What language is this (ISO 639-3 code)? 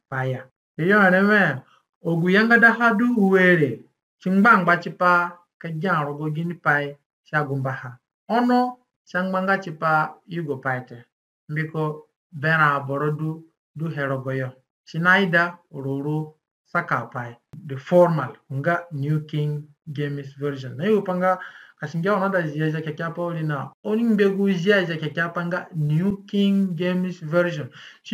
zne